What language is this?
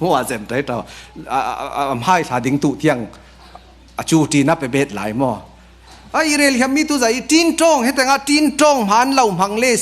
Falam Chin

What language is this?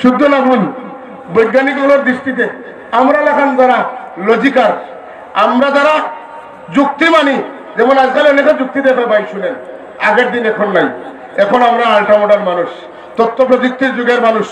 Sylheti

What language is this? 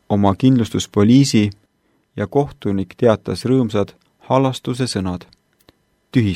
Estonian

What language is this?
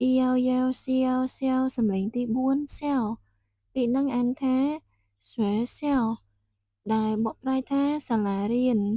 Khmer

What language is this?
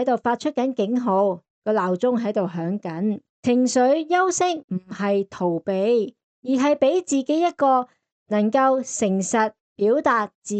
Cantonese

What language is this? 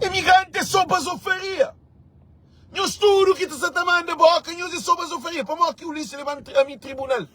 Kabuverdianu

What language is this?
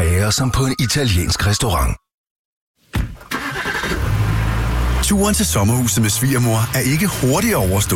Danish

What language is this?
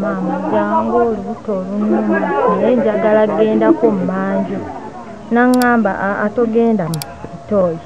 Ganda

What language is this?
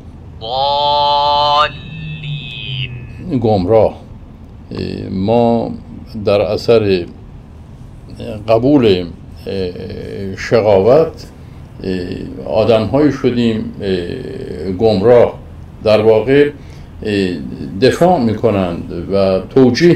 Persian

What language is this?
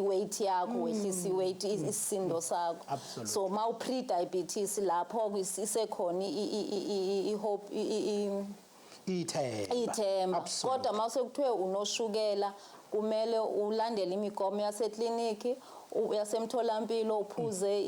Zulu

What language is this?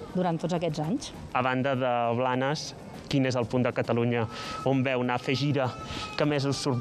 Catalan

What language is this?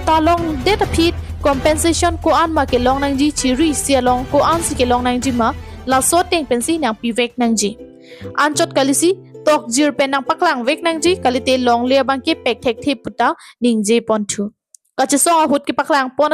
Karbi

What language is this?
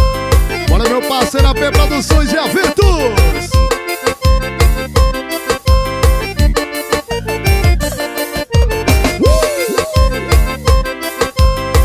Portuguese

